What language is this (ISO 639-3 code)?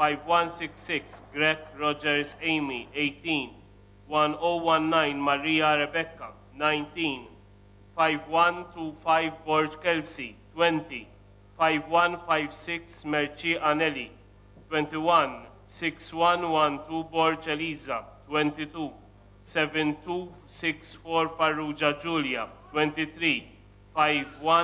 mlt